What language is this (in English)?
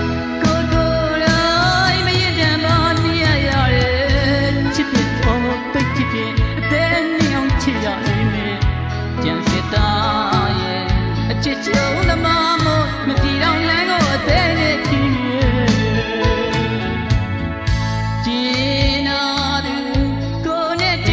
Burmese